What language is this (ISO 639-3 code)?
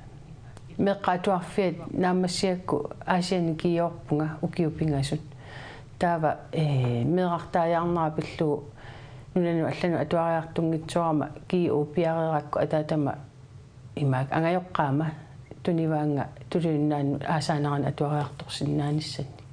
kal